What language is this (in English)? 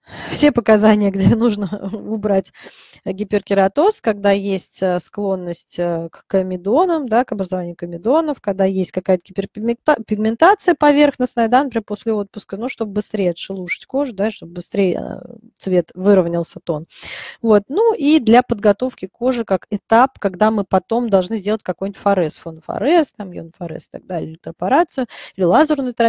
Russian